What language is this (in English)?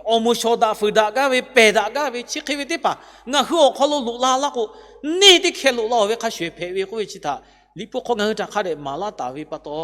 Lahu